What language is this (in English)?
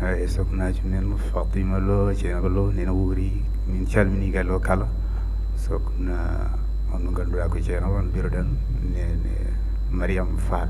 Fula